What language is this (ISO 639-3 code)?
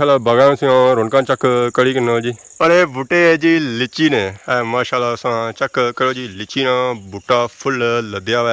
phr